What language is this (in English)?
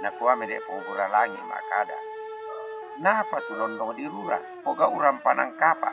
Toraja-Sa'dan